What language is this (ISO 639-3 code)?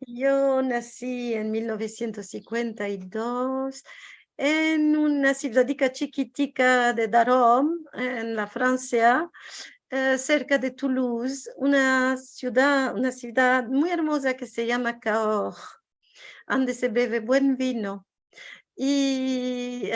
lad